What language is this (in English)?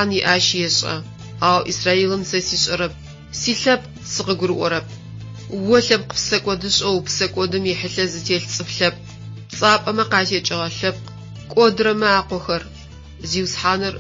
Adyghe